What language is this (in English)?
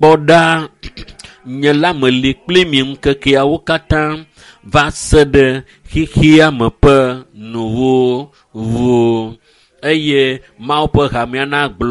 Ewe